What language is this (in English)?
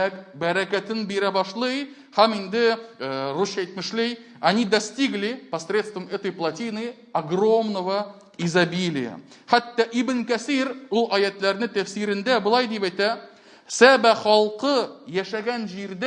Tatar